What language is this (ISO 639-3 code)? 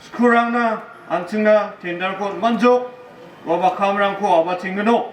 grt